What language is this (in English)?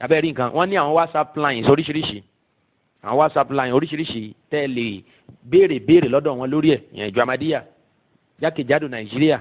Yoruba